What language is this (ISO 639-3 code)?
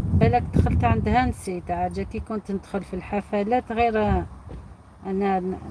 arq